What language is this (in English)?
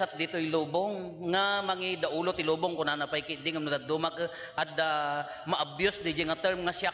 Iloko